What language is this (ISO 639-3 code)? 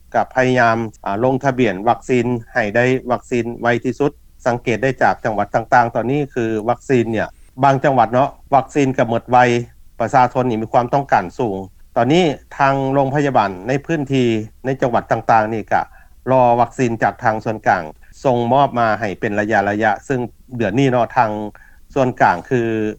lao